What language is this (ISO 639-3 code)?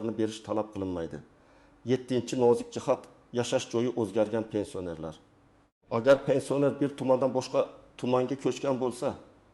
uzb